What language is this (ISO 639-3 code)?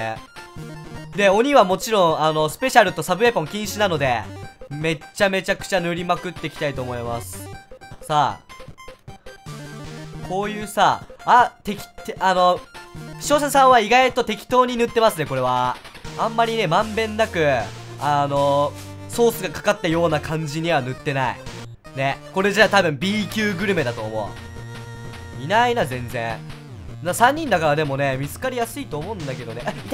jpn